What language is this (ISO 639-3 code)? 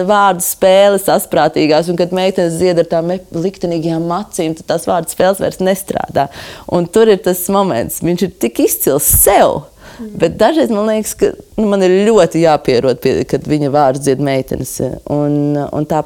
lav